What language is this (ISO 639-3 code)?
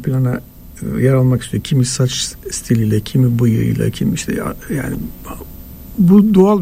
tur